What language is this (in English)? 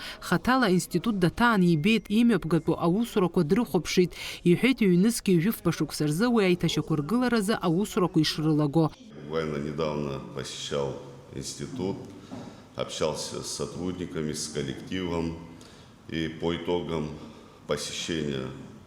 Abkhazian